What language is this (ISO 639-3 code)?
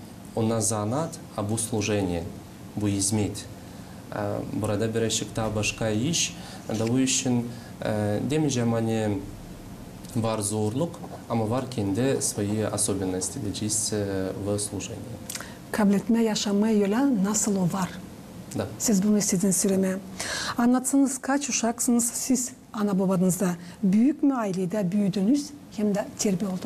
gag